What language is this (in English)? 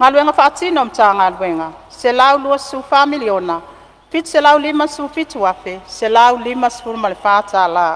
Samoan